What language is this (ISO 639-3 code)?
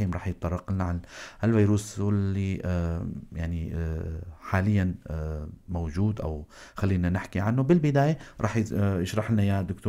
apc